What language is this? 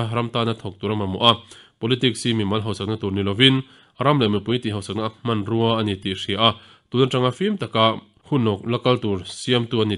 Mizo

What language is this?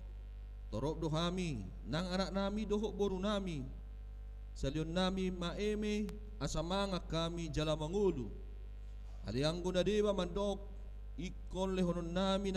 Batak Toba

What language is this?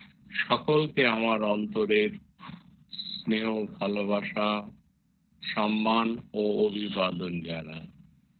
Bangla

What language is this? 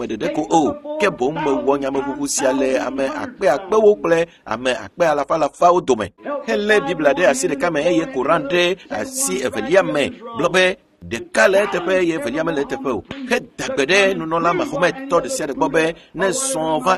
Ewe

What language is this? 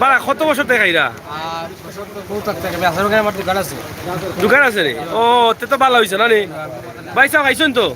Sylheti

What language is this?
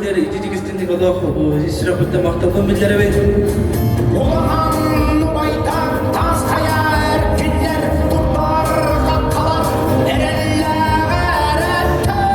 Yakut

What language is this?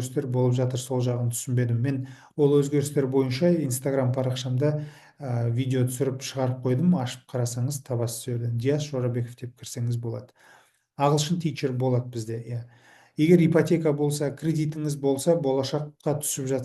Kazakh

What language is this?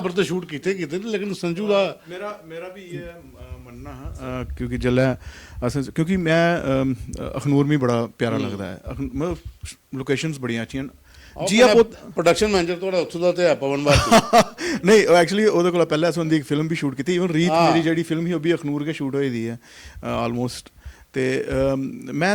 Dogri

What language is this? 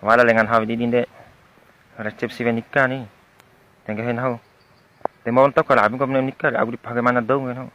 Bima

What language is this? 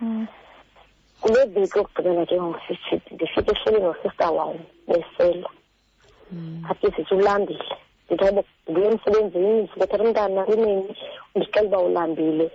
Xhosa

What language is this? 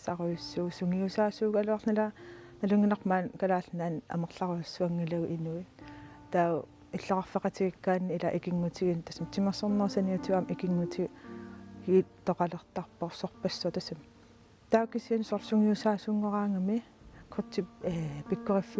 Kalaallisut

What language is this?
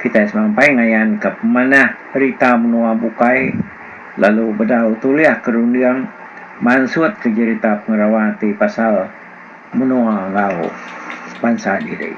Iban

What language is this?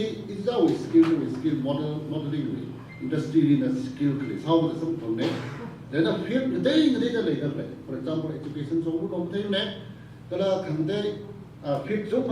Tangkhul Naga (India)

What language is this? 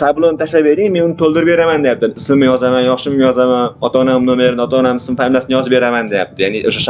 Uzbek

